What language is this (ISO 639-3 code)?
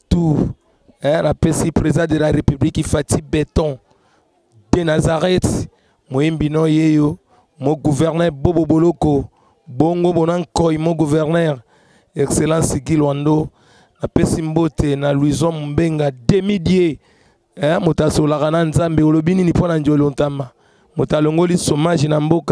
lin